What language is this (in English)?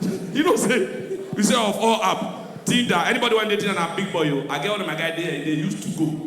Nigerian Pidgin